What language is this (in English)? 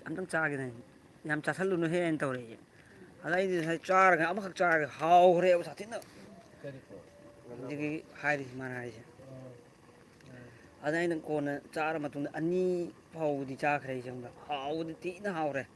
Manipuri